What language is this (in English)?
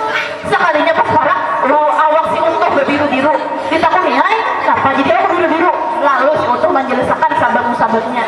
Banjar